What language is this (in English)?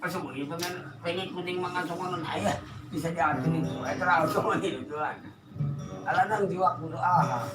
Batak Toba